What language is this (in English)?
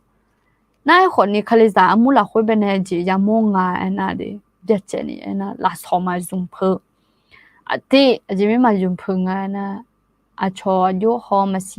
Akha